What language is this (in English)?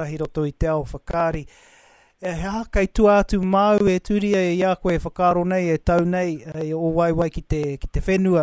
Māori